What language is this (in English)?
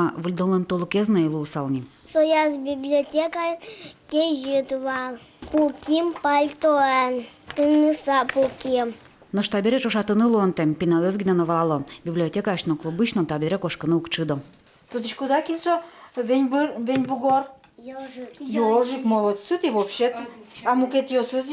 Udmurt